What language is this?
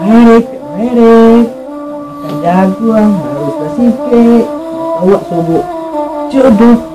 Minangkabau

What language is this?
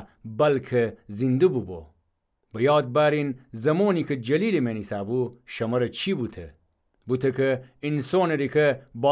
Gilaki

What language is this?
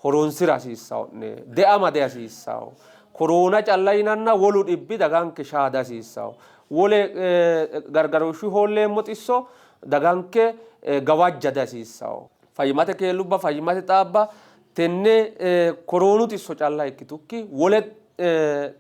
Sidamo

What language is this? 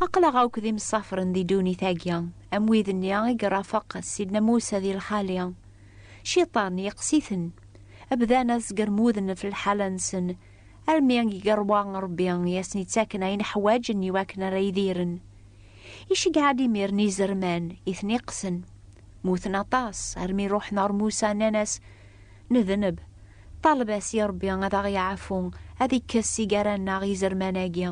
Kabyle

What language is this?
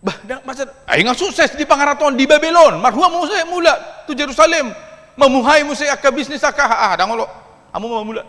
Batak Toba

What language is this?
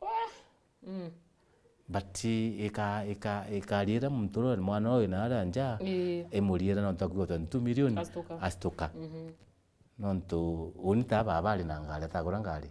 Meru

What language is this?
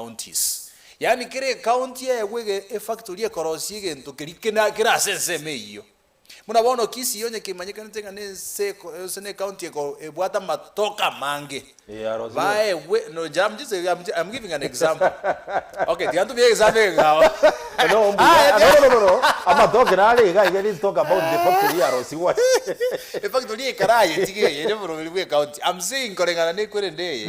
Gusii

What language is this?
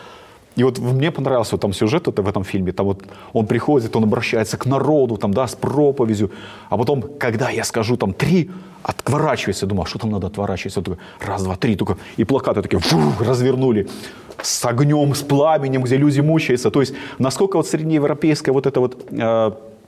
Russian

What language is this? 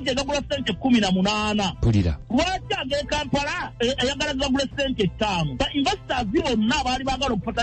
Ganda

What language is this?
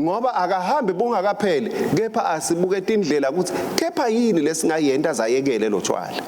Swati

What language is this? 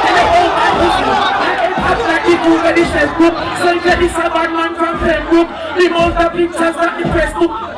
Jamaican Creole English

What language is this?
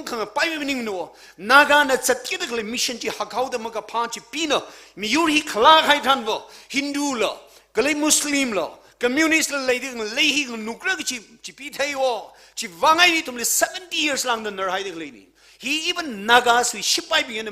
Tangkhul Naga (India)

